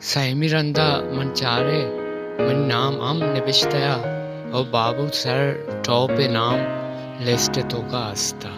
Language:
Baluchi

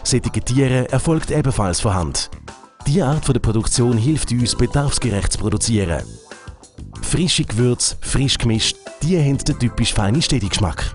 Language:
Swiss German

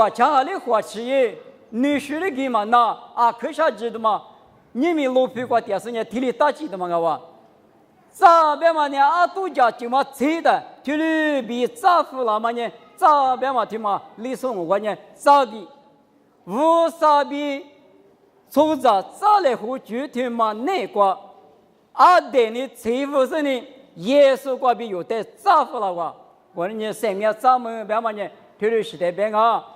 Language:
Lisu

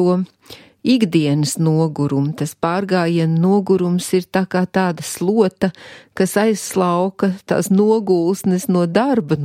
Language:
Latvian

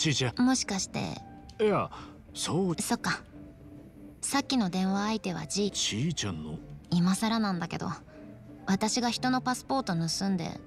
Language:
Japanese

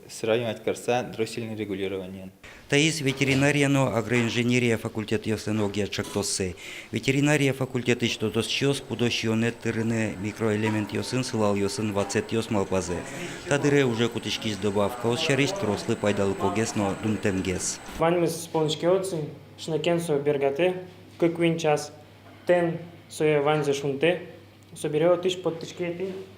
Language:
Udmurt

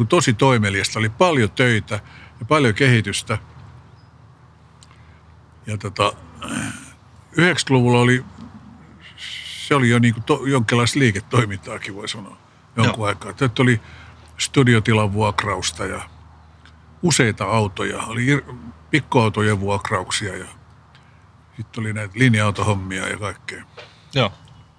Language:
Finnish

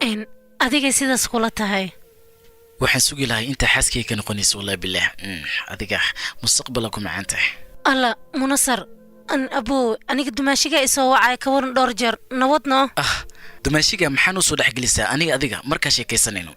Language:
Somali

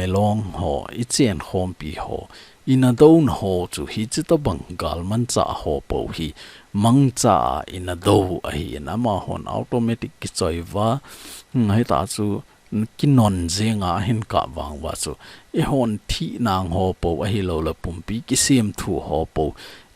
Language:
Thado Chin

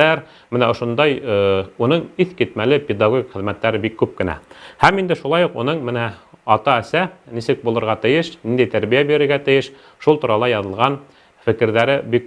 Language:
Bashkir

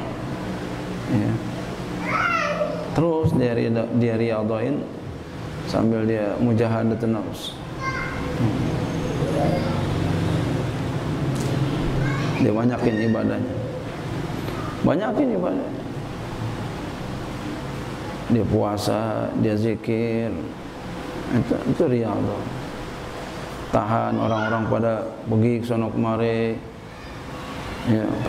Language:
Indonesian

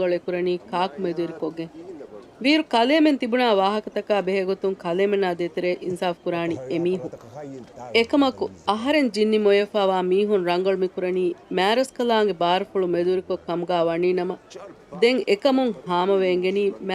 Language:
Divehi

